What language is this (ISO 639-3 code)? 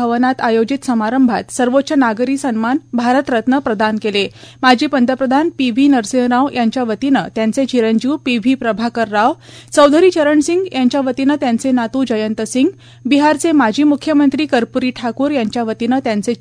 mar